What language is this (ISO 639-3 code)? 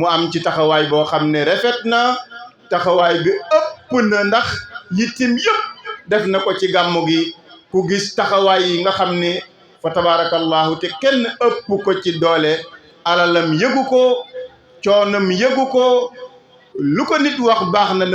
wol